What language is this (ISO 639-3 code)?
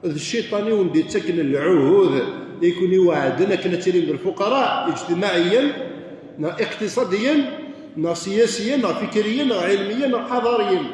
kab